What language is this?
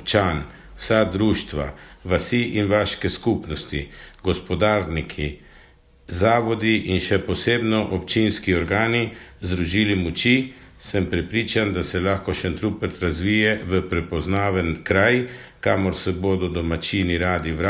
Slovenian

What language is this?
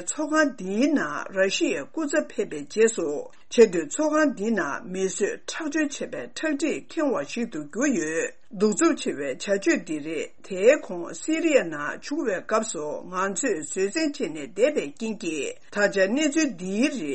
Tibetan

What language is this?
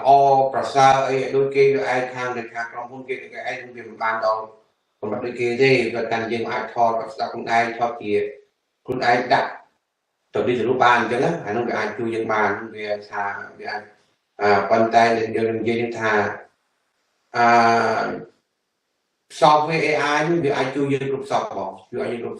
Khmer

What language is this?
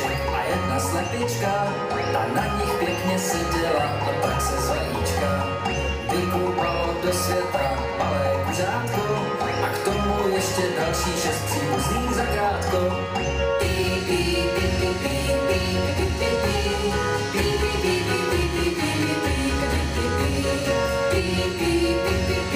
Czech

